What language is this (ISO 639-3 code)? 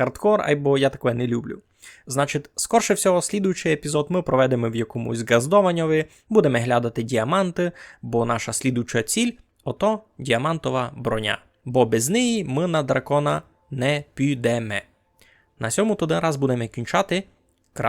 rue